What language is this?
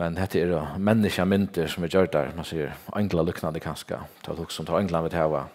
Faroese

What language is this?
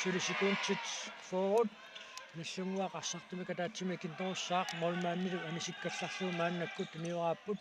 Kalaallisut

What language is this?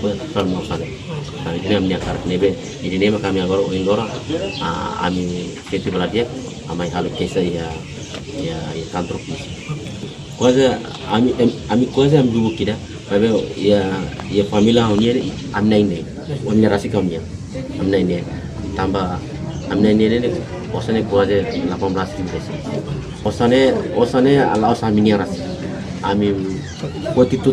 Tetum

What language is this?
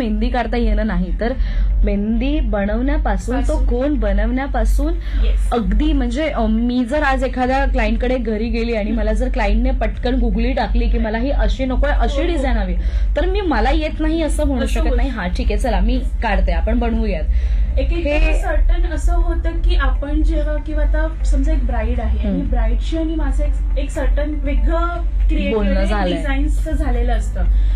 Marathi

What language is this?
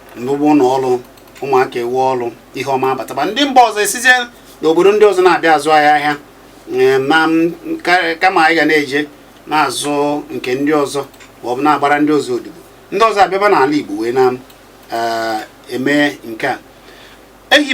Igbo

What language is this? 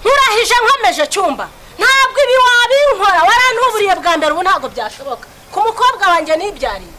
Kinyarwanda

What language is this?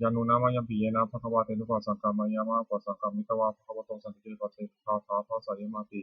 Pali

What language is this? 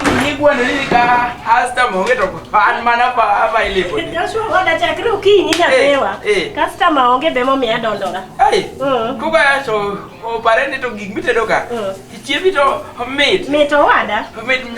Luo (Kenya and Tanzania)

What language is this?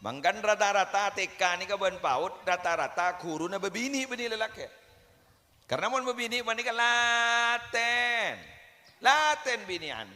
Madurese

